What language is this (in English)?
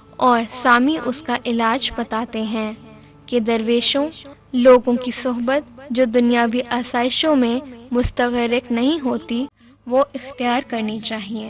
Urdu